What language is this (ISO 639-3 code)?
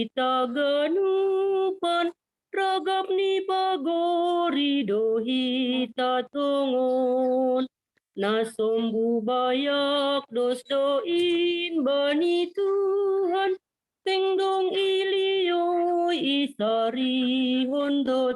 bts